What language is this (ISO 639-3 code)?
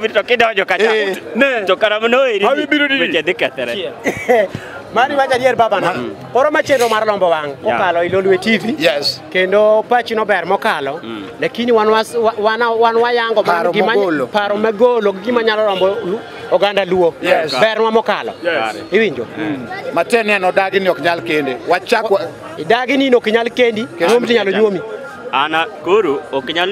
luo